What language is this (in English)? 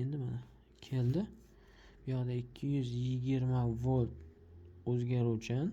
Uzbek